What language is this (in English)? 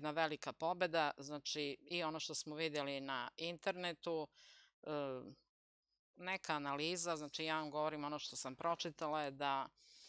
Serbian